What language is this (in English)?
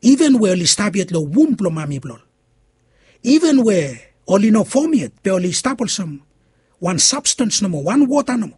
Bislama